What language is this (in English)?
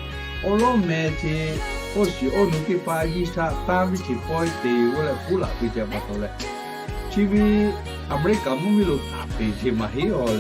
Lahu